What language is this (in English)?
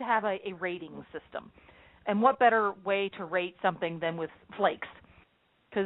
English